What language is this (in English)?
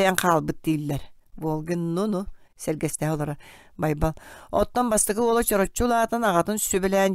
Yakut